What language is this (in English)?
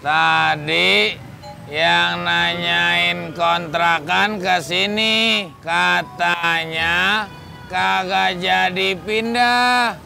Betawi